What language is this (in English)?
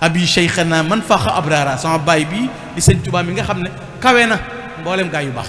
Wolof